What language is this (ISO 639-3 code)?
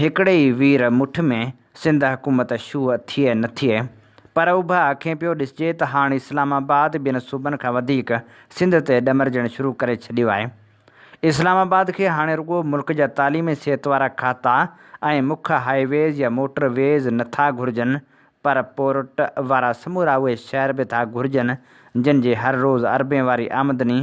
snd